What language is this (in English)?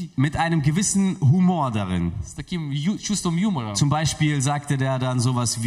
German